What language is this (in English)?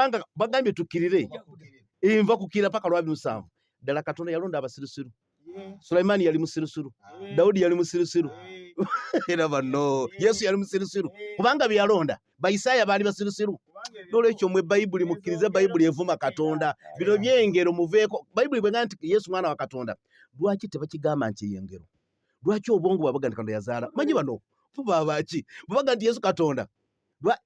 Ganda